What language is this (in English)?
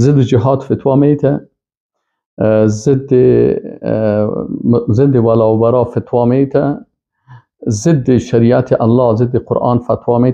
Persian